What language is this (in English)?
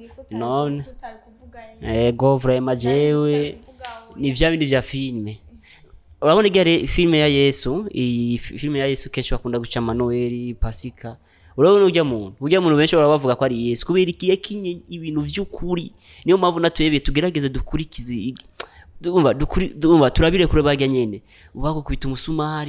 Rundi